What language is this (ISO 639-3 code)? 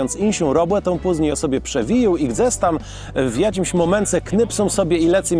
csb